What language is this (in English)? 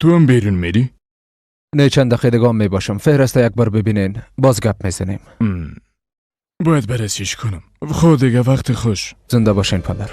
Persian